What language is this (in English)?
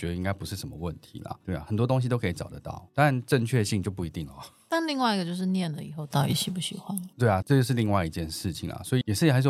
Chinese